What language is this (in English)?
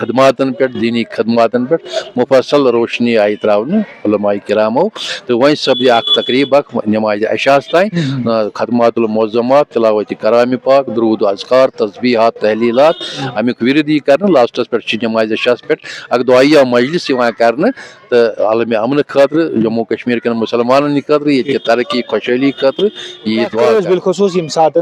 Kashmiri